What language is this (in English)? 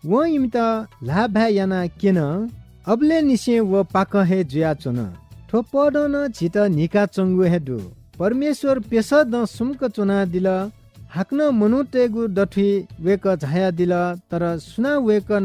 Newari